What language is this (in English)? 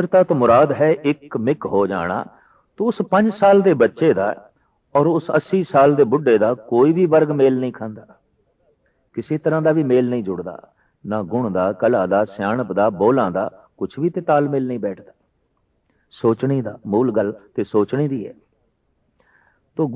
Punjabi